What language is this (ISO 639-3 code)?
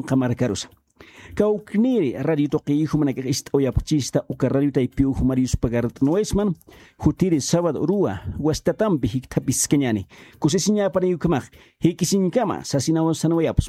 aym